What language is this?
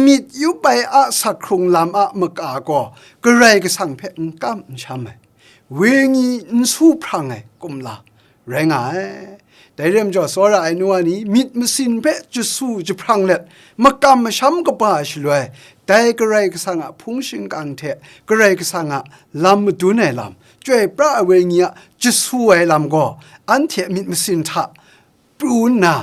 Kachin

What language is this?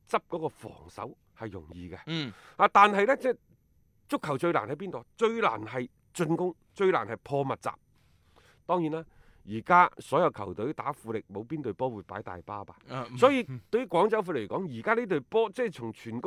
Cantonese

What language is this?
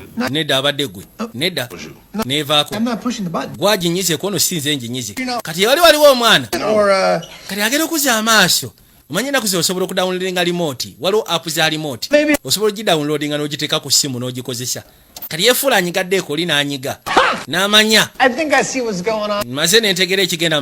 Ganda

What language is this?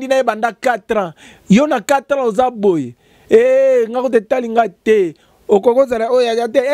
Lingala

